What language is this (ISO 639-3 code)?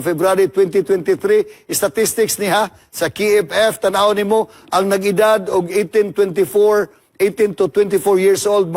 ceb